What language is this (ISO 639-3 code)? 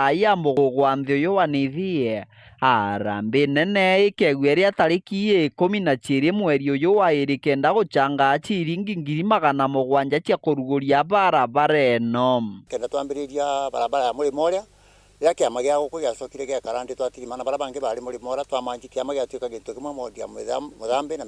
mer